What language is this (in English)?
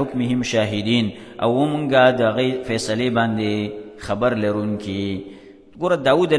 Pashto